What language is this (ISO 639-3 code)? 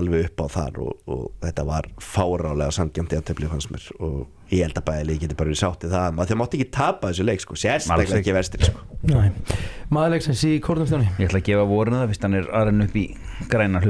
isl